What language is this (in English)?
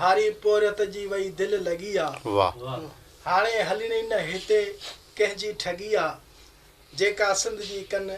Sindhi